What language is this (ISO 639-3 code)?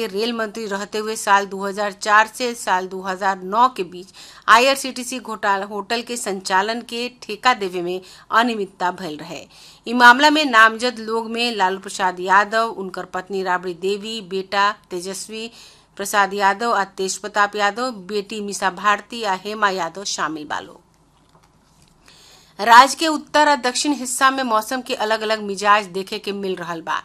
bho